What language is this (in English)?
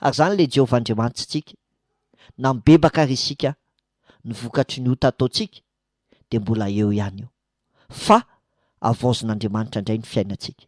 Malagasy